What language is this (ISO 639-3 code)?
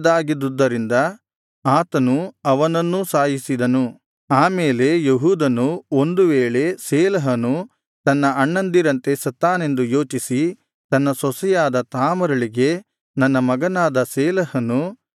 kan